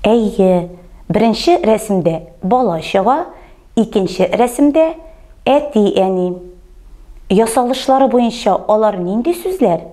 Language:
Tatar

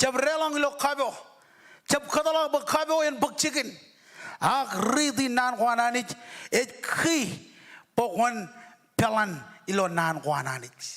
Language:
Marshallese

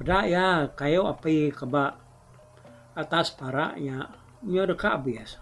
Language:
Iban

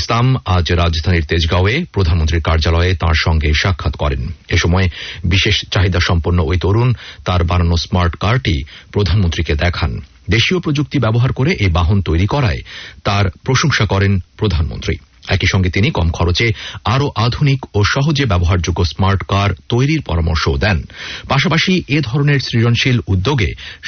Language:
Bangla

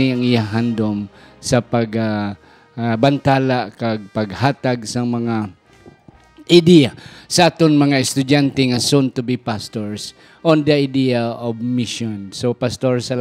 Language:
Hiligaynon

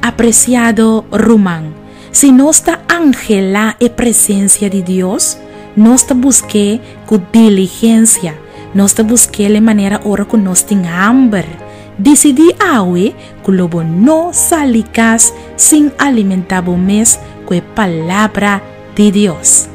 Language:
Papiamento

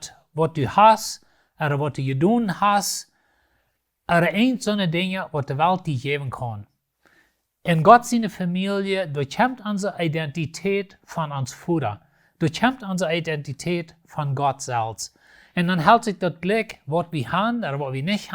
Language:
Plautdietsch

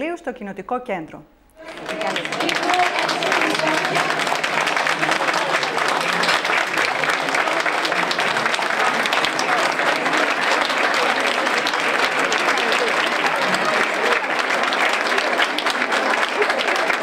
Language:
Greek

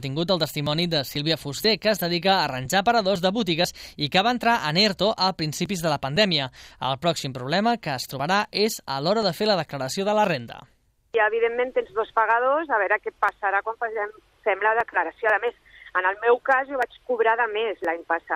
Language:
Catalan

